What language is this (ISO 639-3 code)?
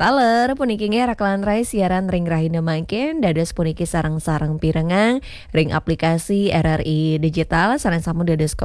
ban